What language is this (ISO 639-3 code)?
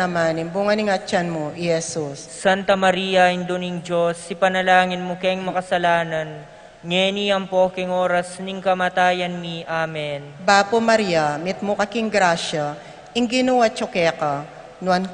pam